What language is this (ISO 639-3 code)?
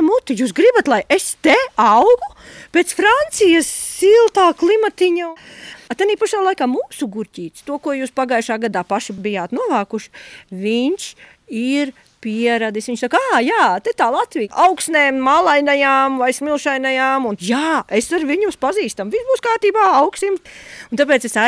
lav